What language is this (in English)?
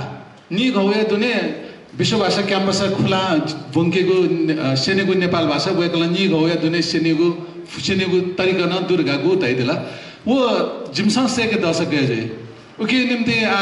Newari